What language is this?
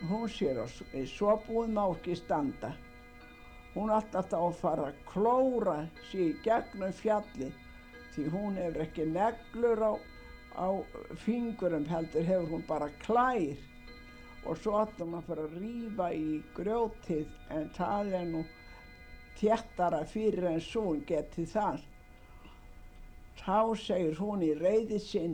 Icelandic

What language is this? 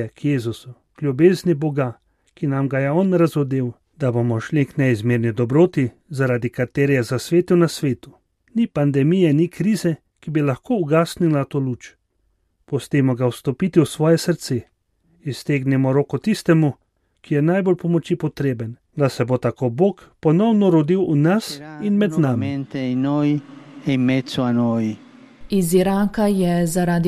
Slovenian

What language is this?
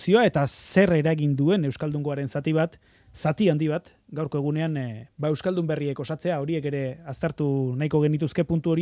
Basque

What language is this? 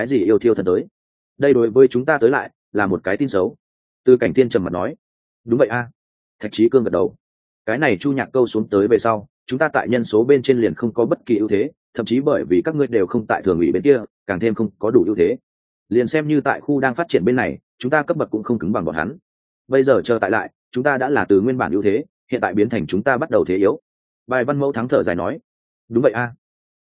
Vietnamese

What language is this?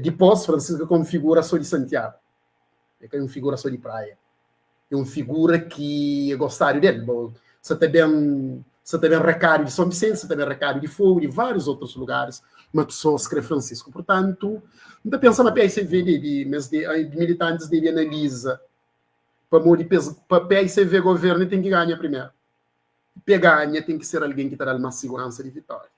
Kabuverdianu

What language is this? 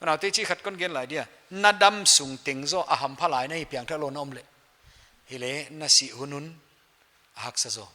Paite Chin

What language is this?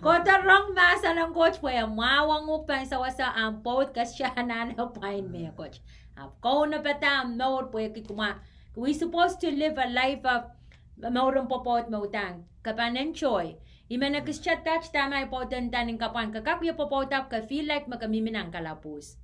Pohnpeian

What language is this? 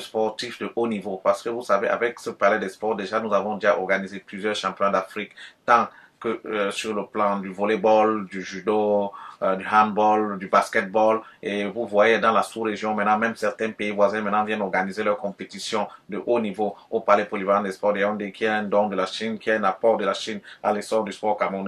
French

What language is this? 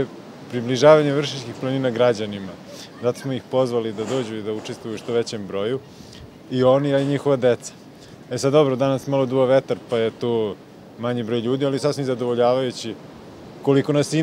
Serbian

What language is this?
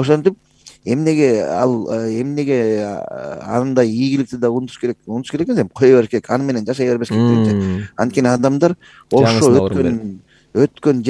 Kyrgyz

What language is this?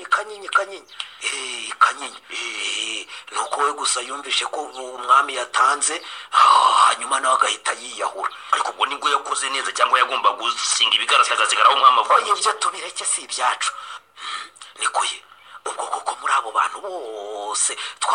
Kinyarwanda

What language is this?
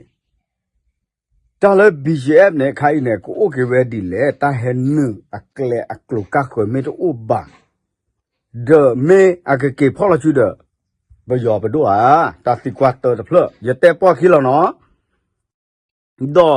S'gaw Karen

